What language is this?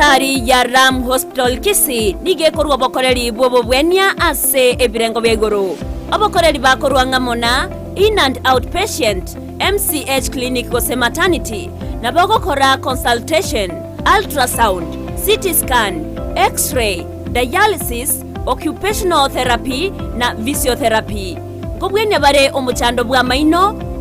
Gusii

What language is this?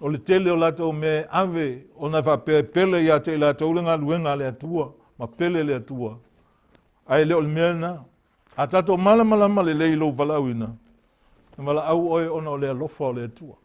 Samoan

